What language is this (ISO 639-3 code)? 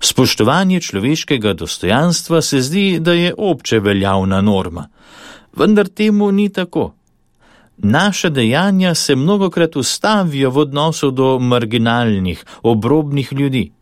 slv